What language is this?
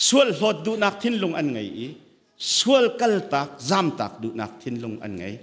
Hakha Chin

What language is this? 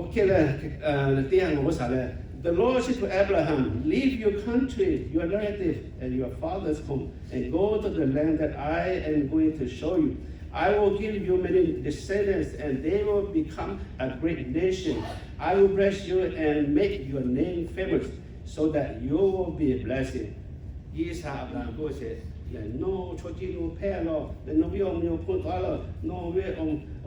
Lahu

